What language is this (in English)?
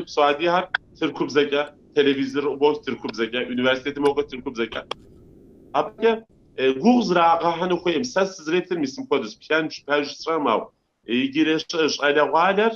Kabardian